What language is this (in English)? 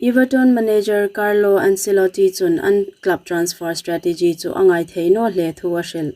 Hmar